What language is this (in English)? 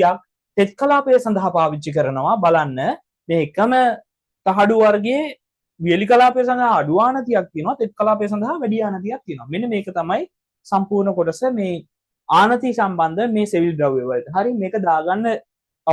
Sinhala